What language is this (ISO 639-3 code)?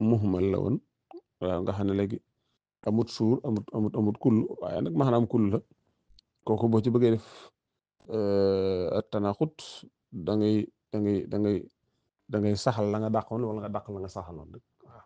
wol